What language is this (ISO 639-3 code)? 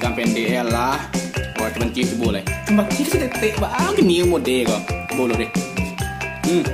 min